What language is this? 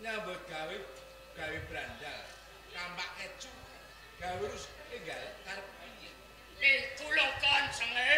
Javanese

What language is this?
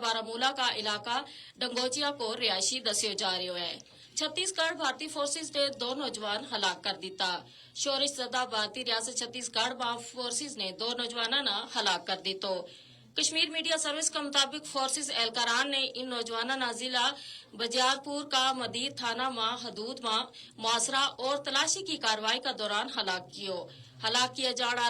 Gujari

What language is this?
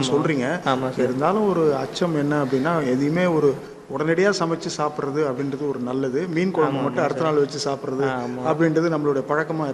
Tamil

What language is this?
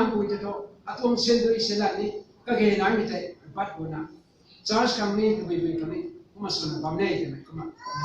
Rongmei Naga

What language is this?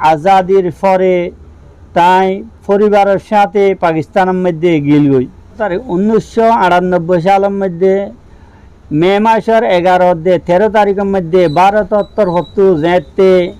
Rohingya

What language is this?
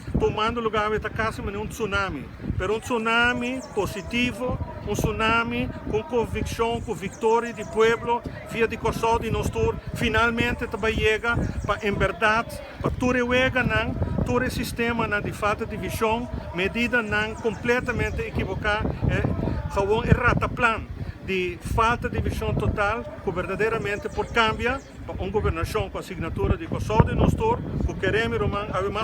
Papiamento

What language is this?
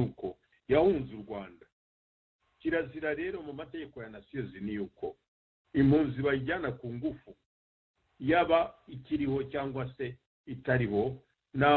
Kinyarwanda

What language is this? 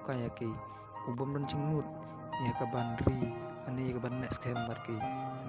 Khasi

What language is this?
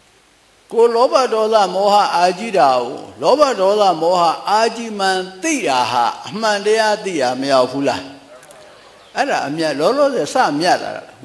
Burmese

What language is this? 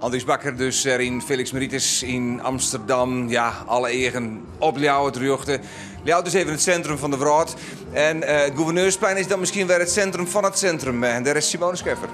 Western Frisian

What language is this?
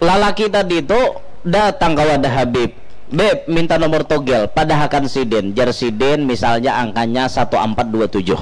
Banjar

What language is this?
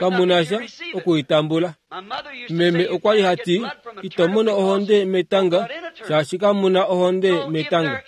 Kuanyama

